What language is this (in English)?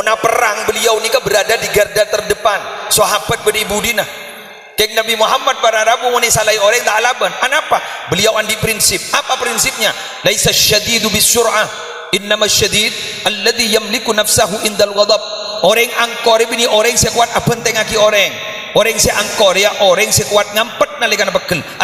Madurese